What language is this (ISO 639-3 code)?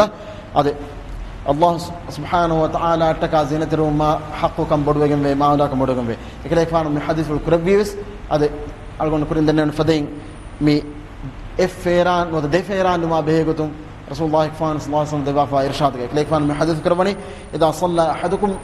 div